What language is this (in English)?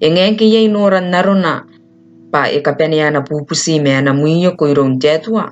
Gilbertese